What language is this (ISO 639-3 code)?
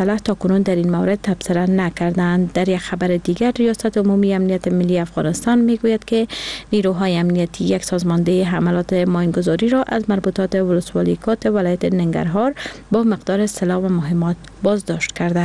fas